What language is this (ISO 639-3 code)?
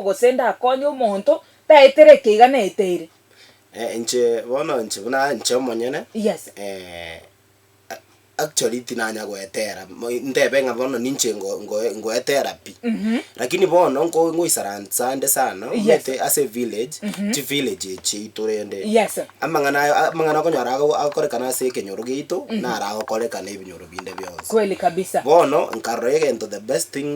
guz